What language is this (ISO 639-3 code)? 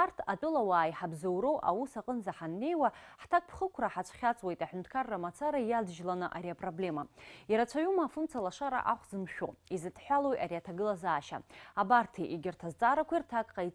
abk